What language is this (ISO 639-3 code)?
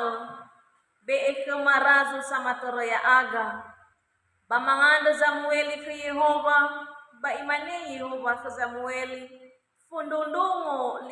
nia